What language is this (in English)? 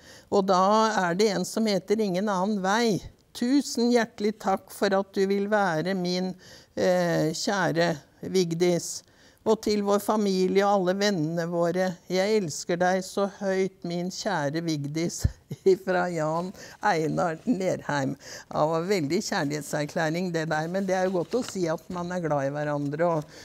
Norwegian